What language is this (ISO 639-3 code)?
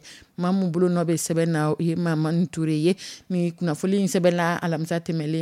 dyu